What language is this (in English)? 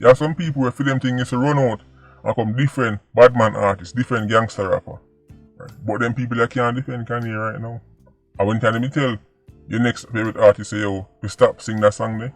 Jamaican Creole English